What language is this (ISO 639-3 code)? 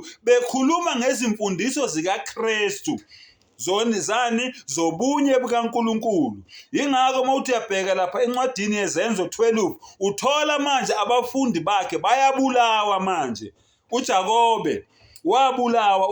zul